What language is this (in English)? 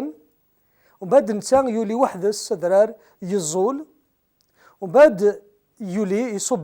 Kabyle